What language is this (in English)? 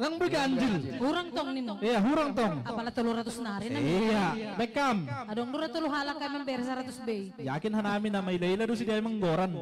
Batak Simalungun